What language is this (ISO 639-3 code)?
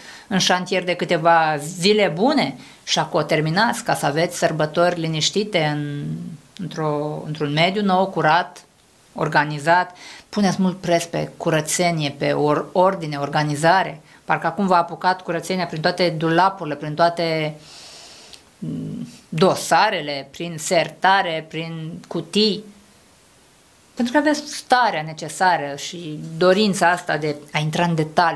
ron